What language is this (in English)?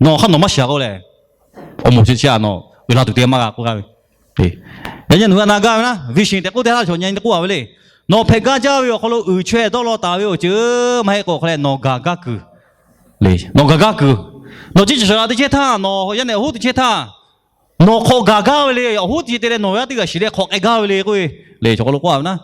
Lahu